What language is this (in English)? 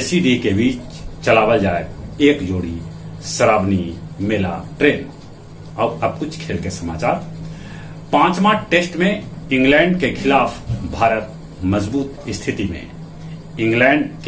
Magahi